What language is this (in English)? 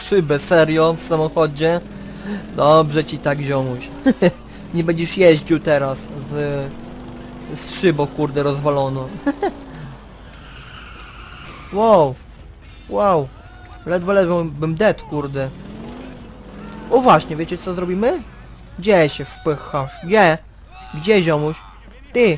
Polish